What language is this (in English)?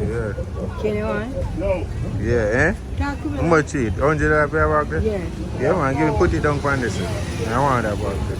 Jamaican Creole English